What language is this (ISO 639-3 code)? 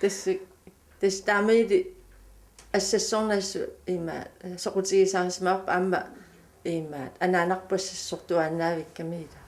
kal